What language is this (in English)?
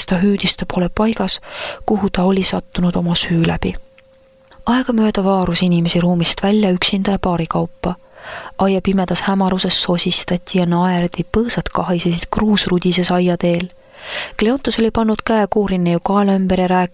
Estonian